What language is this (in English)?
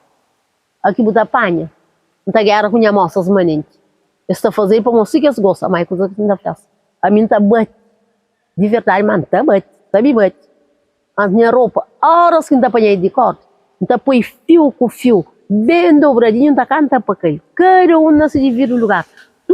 Kabuverdianu